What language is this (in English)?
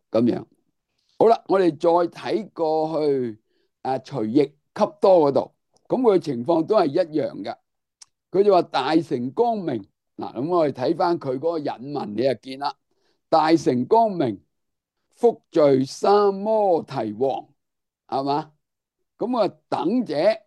Cantonese